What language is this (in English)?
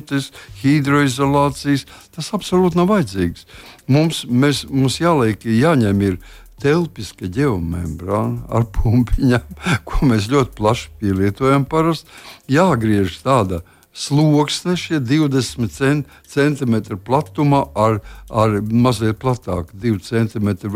Latvian